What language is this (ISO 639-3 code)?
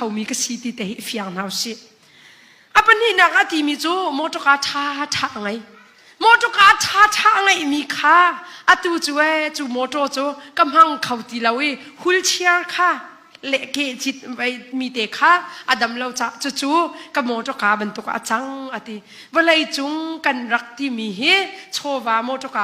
cnh